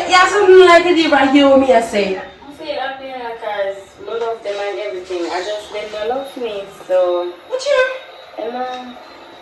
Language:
Jamaican Creole English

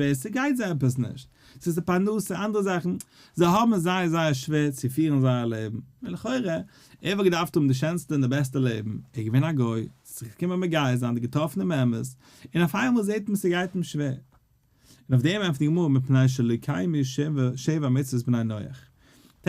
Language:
Yiddish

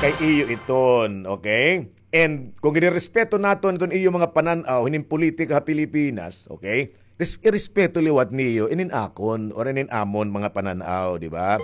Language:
Waray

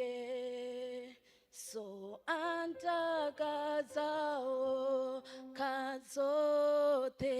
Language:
Venda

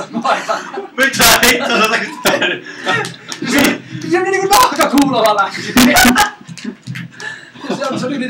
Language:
Finnish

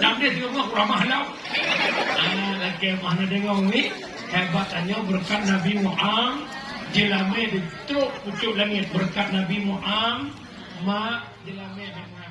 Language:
Achinese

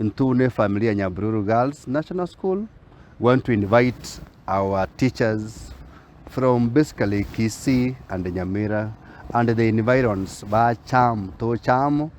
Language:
Gusii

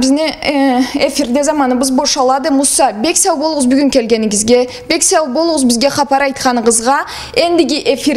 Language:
Karachay-Balkar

